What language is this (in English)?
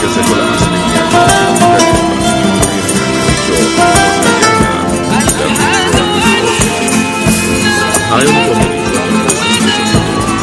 Swahili